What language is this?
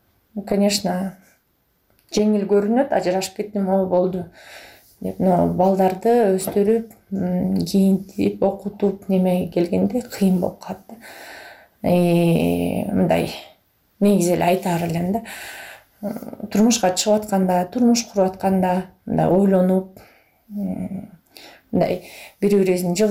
Kyrgyz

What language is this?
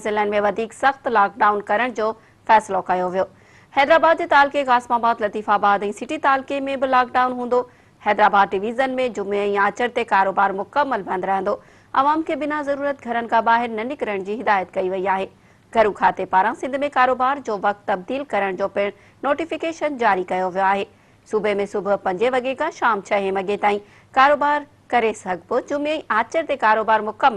Sindhi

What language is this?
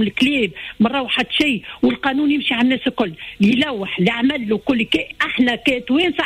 Tunisian Arabic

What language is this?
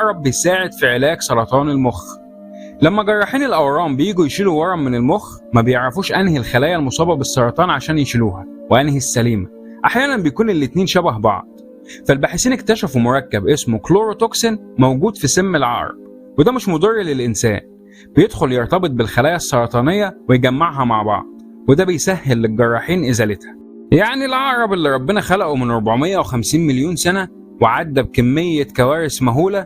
Egyptian Arabic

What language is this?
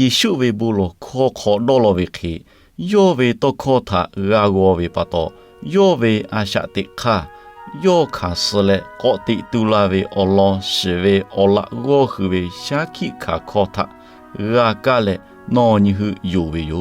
Lahu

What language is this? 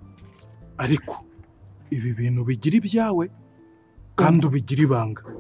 Kinyarwanda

